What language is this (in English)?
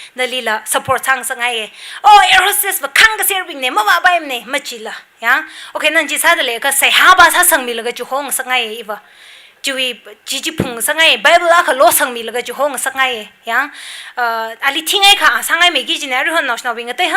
Tangkhul Naga (India)